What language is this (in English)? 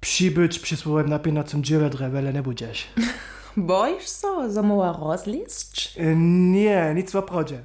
Upper Sorbian